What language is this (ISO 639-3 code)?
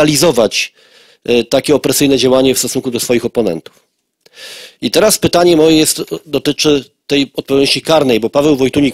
pol